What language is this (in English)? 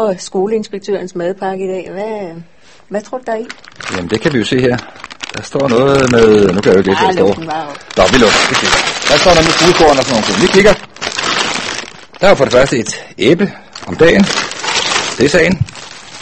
Danish